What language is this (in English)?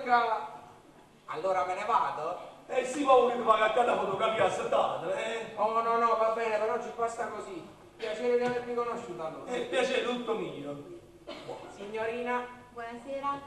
Neapolitan